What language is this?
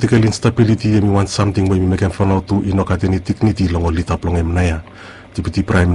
Bislama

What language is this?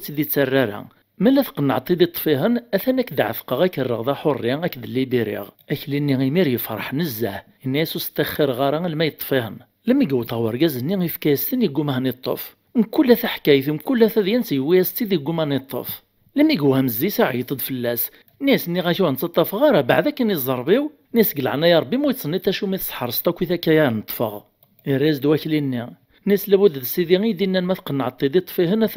Kabyle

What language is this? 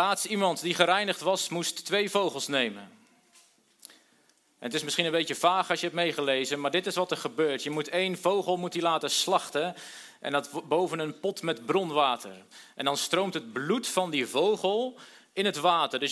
Dutch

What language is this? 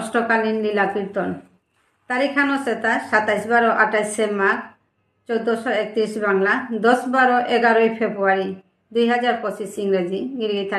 Bishnupriya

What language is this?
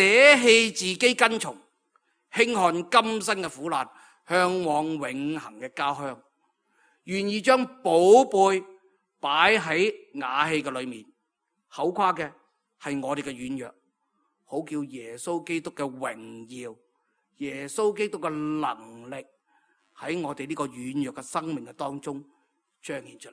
Cantonese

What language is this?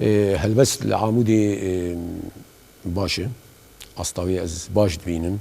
Kurdish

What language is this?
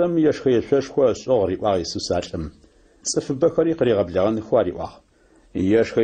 Adyghe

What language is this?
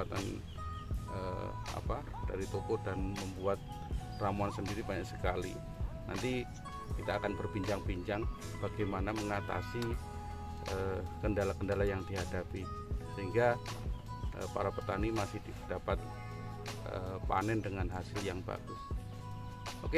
Indonesian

